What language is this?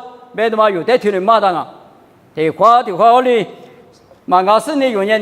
Lisu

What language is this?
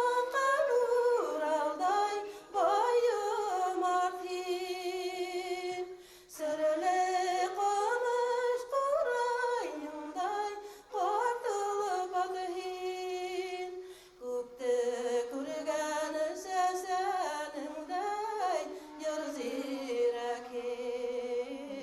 Bashkir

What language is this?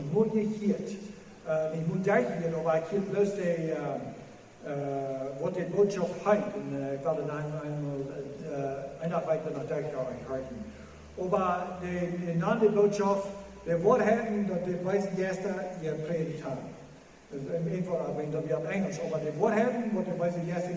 Plautdietsch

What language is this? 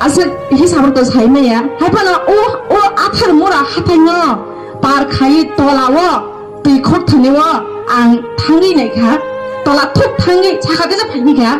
Kok Borok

